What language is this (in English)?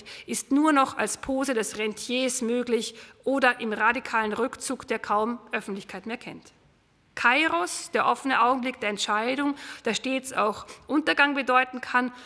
German